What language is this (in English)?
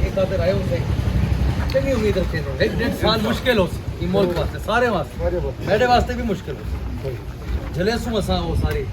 Saraiki